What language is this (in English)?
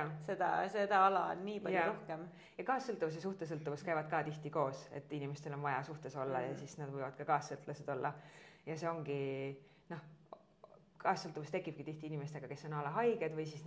Estonian